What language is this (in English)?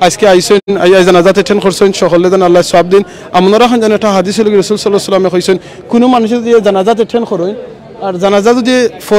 Sylheti